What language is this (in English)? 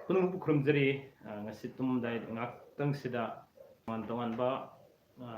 Manipuri